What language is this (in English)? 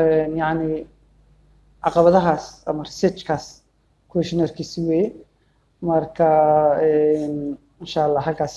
Somali